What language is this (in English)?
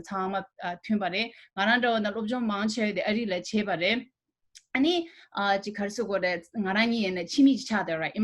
Tibetan